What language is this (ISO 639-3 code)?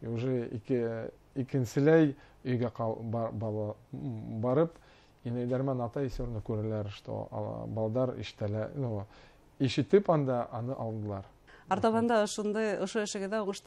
bak